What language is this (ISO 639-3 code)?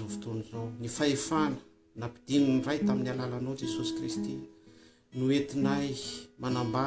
mlg